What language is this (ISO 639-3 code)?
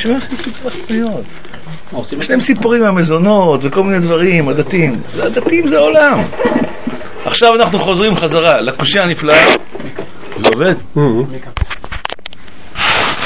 heb